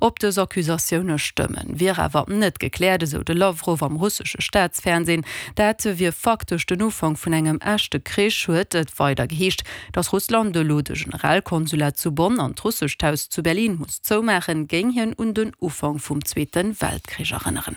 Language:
Luxembourgish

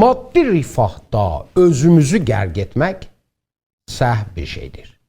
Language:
South Azerbaijani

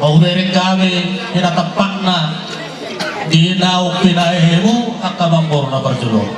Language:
Batak Toba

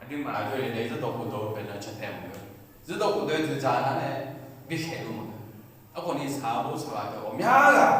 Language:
Akha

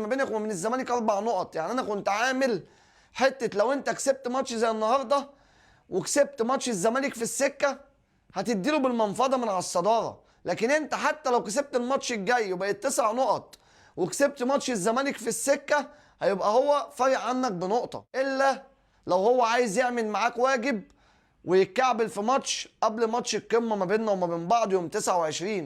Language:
Egyptian Arabic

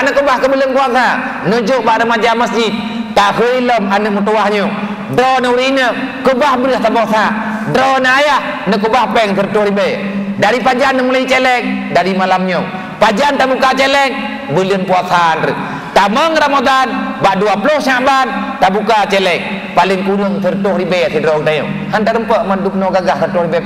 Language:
Achinese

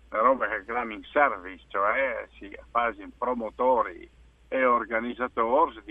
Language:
Friulian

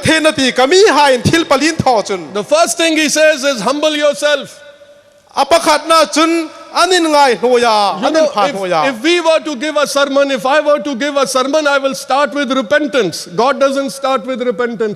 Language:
Hmar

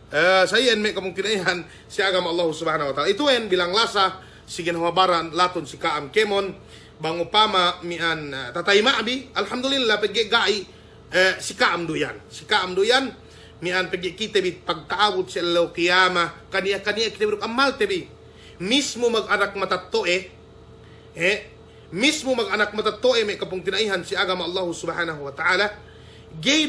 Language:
Yakan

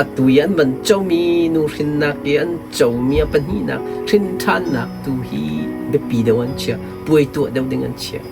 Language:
Hakha Chin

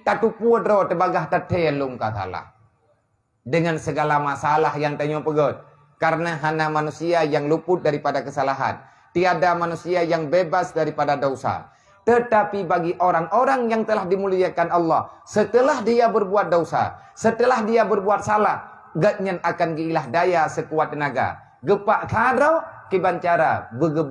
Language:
Achinese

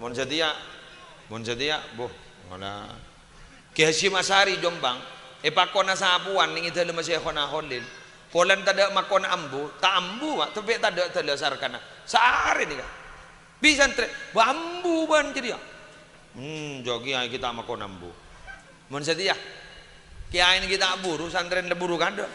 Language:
Madurese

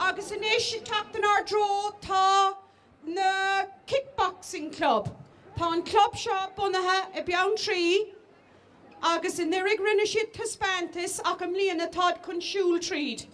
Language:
Irish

